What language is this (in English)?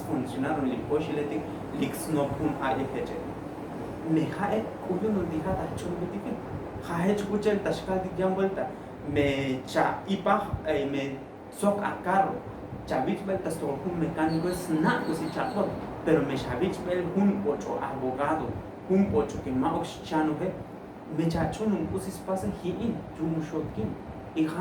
Tzotzil